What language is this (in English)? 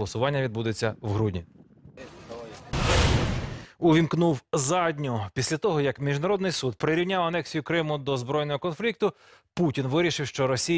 Ukrainian